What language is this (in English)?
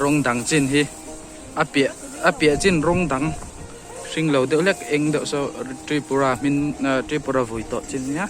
Mizo